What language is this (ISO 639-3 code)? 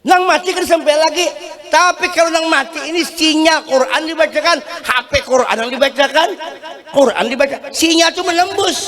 bjn